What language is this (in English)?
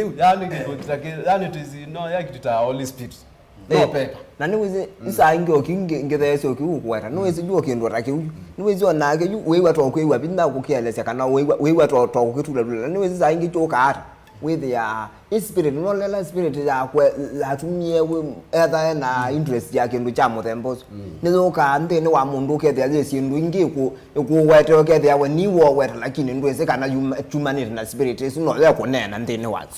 Kamba